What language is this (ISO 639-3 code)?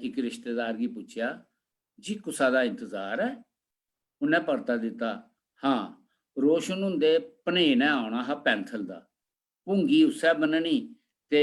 doi